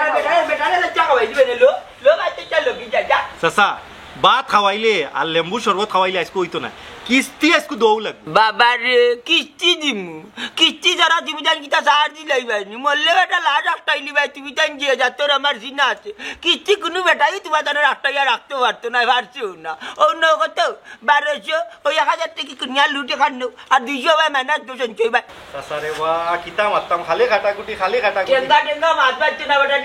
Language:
Sylheti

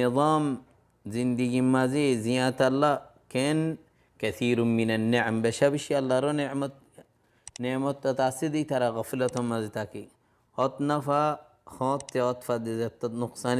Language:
Rohingya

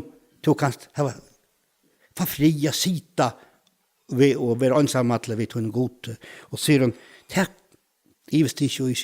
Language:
Faroese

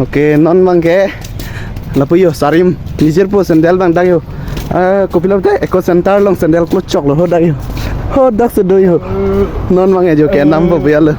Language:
Karbi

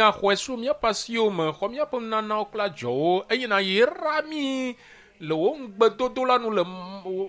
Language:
Ewe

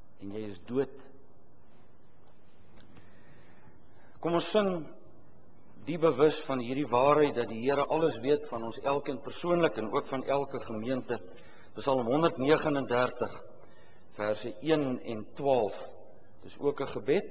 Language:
Afrikaans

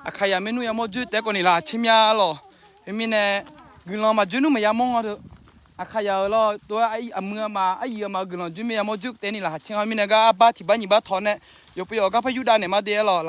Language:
Akha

